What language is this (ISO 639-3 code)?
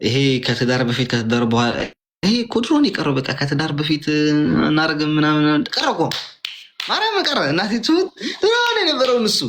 amh